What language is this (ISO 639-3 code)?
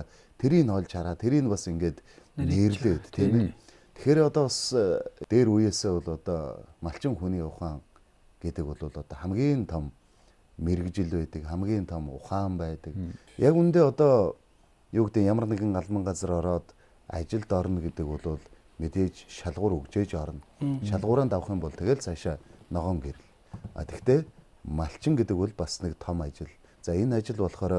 mon